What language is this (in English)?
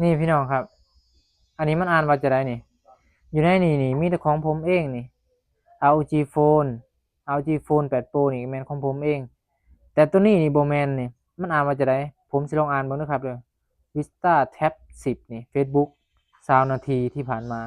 Northeastern Thai